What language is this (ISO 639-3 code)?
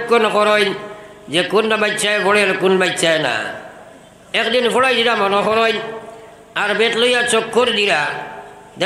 syl